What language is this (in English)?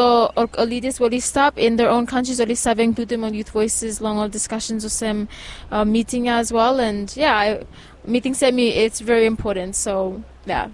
Bislama